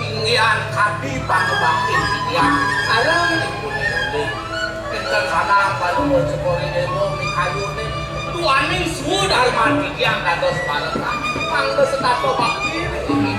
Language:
Balinese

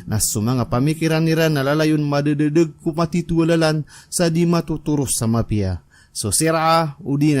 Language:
Maranao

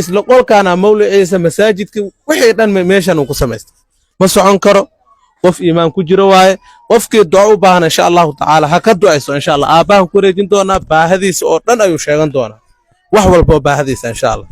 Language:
Somali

